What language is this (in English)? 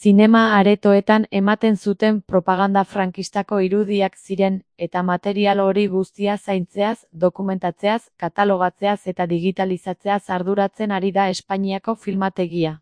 Basque